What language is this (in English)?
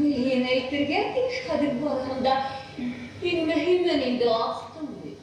Bashkir